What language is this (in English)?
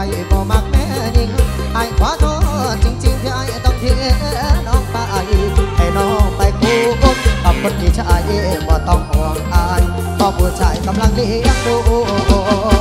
Northeastern Thai